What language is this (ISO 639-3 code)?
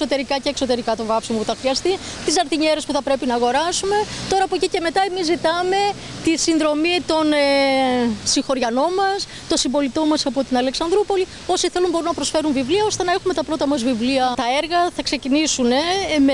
ell